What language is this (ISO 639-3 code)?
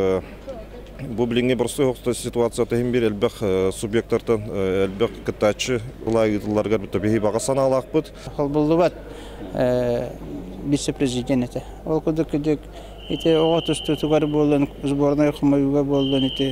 sah